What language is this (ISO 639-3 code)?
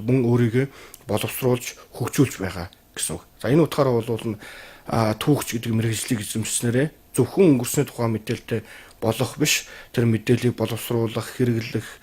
mon